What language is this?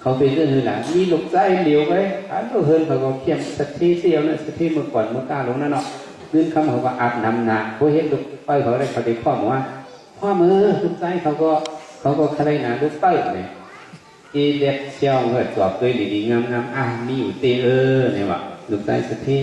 Shan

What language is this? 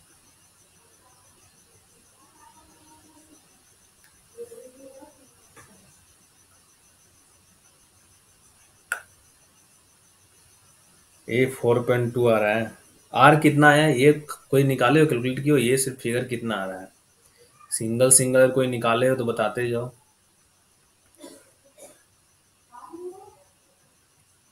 Hindi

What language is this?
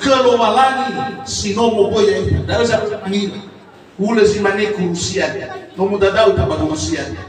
Nias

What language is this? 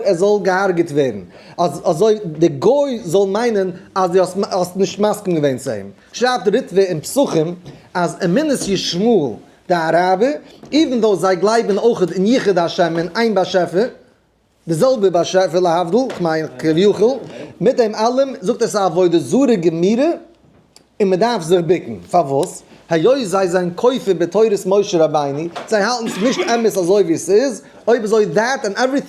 Yiddish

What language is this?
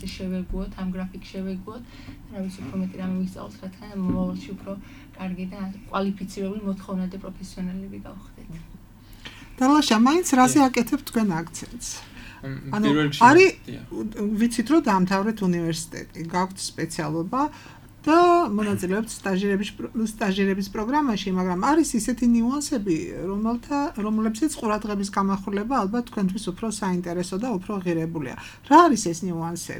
Georgian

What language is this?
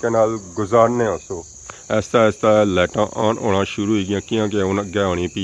Pahari-Potwari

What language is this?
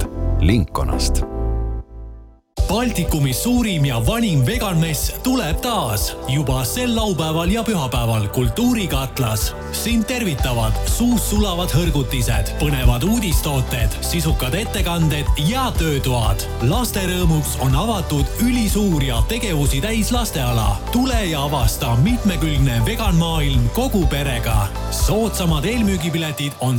Estonian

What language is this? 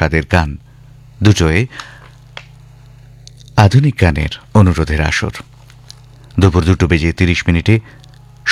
Bangla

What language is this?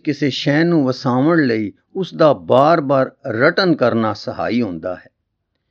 Punjabi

